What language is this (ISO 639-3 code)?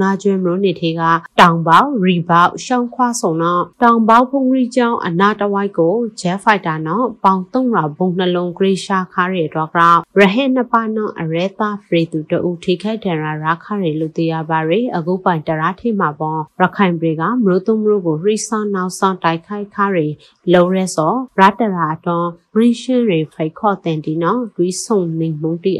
mya